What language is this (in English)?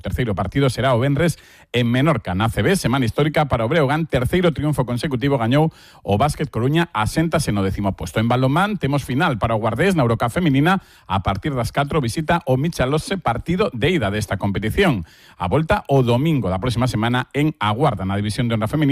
Galician